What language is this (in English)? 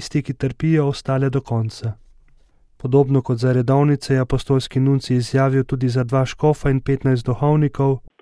Slovenian